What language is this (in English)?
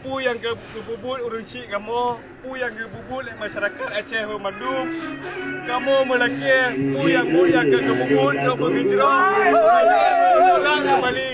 Achinese